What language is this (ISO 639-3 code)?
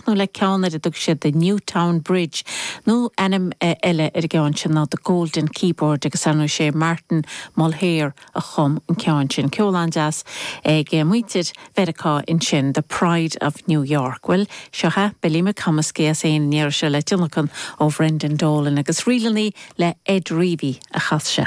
gle